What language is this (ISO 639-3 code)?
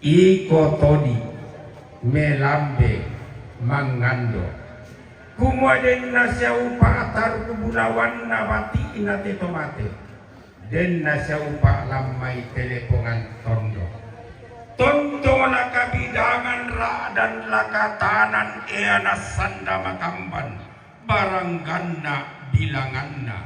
sda